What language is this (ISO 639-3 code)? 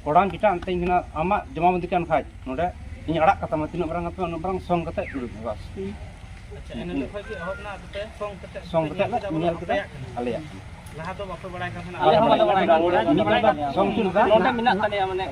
sat